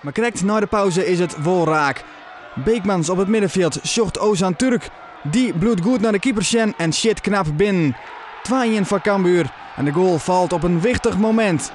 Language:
Western Frisian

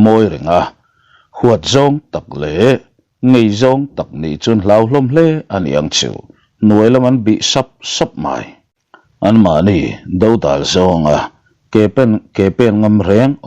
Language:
Mizo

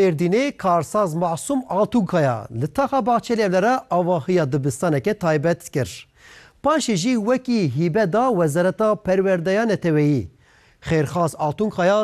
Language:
Kurdish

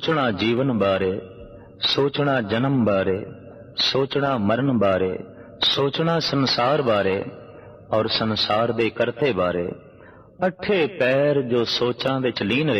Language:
Punjabi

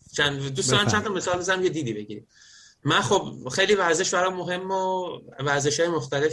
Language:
Persian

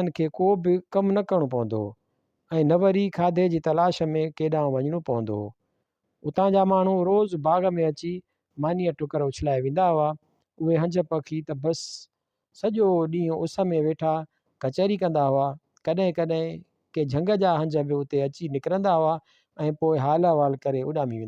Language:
Sindhi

